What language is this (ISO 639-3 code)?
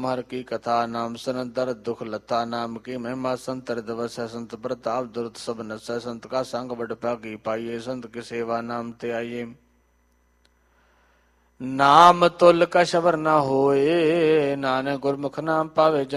pan